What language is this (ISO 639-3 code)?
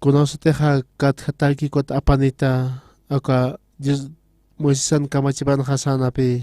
aym